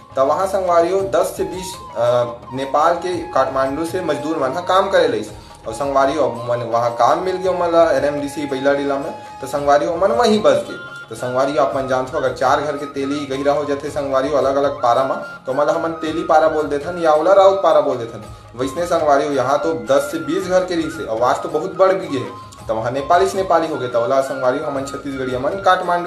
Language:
Chhattisgarhi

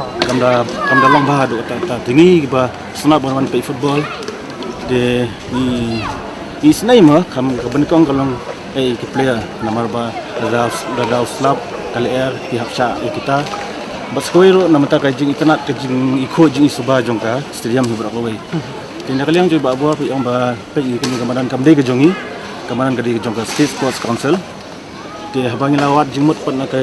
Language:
Khasi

